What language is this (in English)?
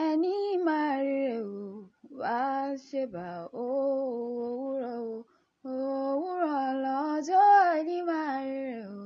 Yoruba